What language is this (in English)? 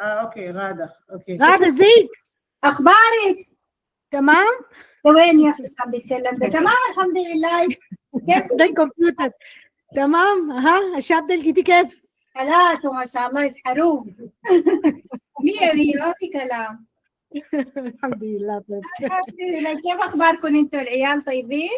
Sudanese Arabic